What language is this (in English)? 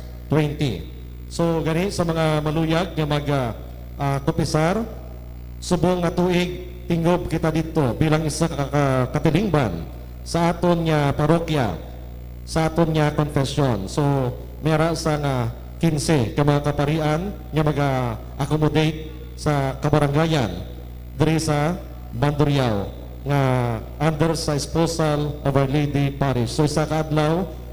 Hiligaynon